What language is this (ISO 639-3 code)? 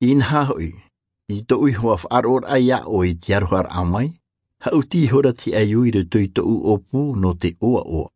tah